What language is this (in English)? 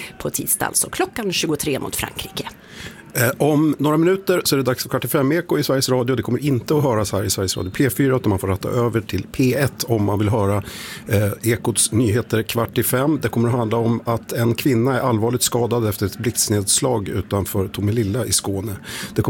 Swedish